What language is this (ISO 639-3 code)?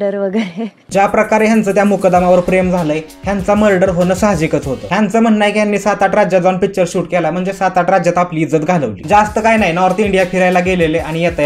mar